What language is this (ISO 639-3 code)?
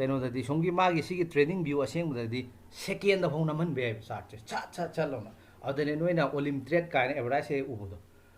mni